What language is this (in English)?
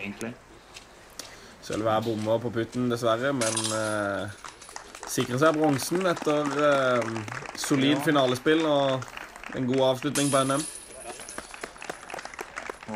Norwegian